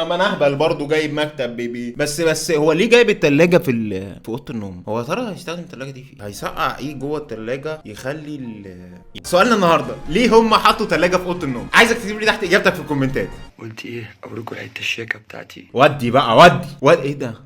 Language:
Egyptian Arabic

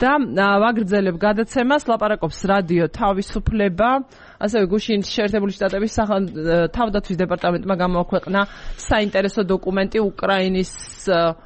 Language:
Georgian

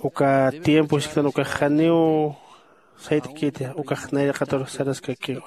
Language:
Aymara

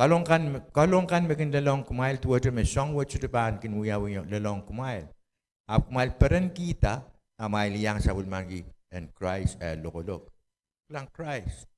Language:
Pohnpeian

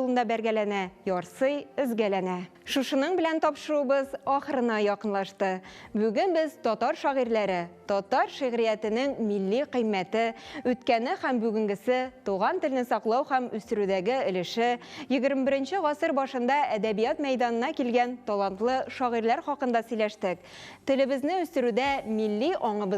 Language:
Tatar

